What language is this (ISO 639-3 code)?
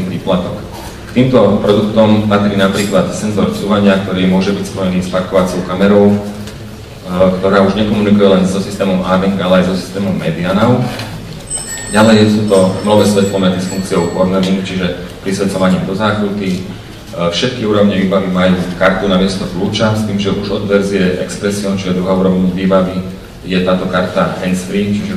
slk